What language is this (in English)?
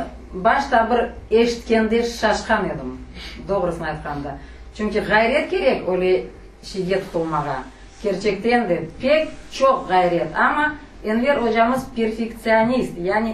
Crimean Tatar